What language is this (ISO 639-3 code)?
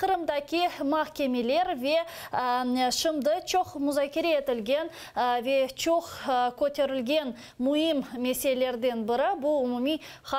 crh